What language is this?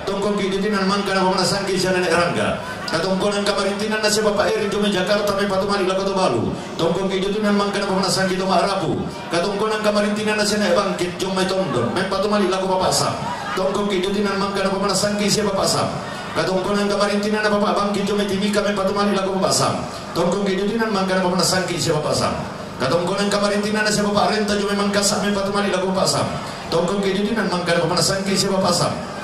Toraja-Sa'dan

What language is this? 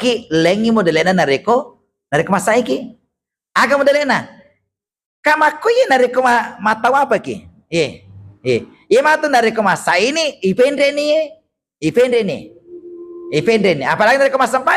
Buginese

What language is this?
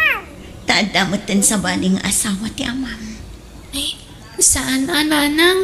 Iloko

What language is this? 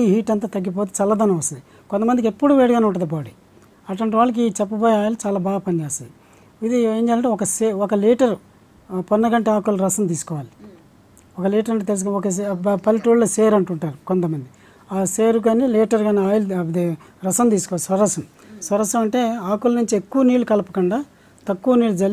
Telugu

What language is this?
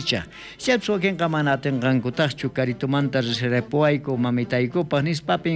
South Bolivian Quechua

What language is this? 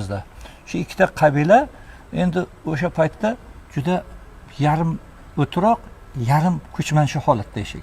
Uzbek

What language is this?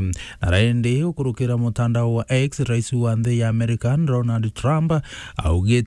Meru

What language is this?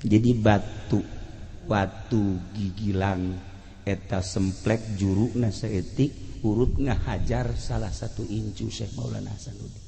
Sundanese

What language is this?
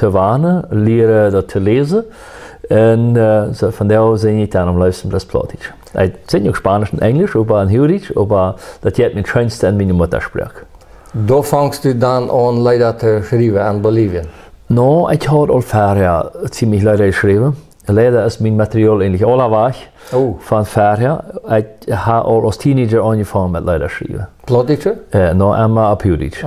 Plautdietsch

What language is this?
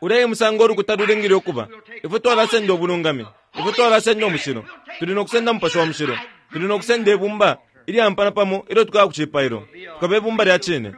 Bemba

